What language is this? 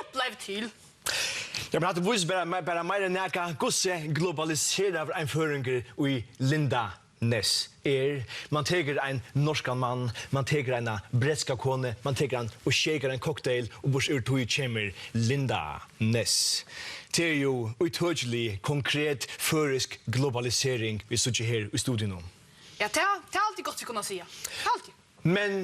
Faroese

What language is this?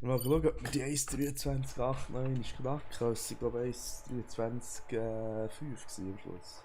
Swiss German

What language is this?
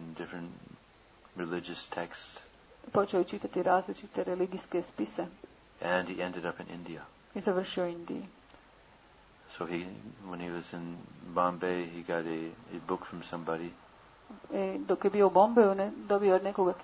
Croatian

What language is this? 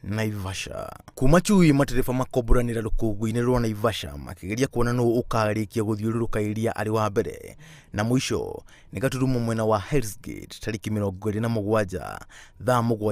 Kikuyu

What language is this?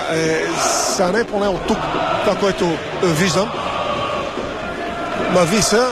Bulgarian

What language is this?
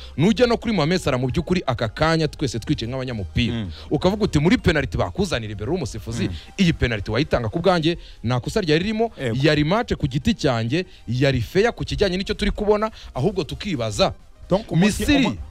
Kinyarwanda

